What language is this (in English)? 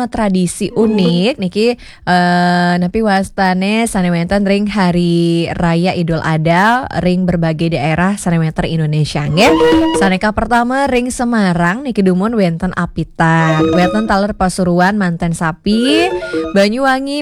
Balinese